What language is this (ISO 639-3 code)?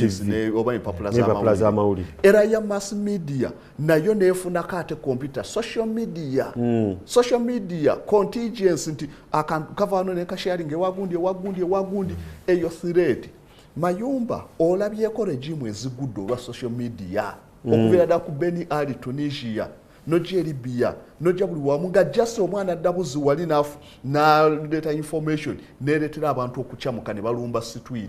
lug